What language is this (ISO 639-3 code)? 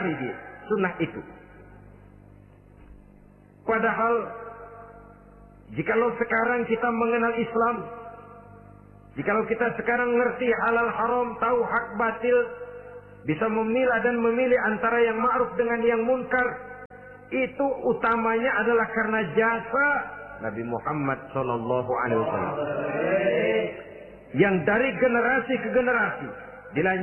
ind